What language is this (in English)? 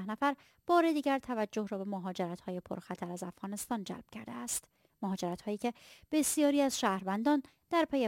Persian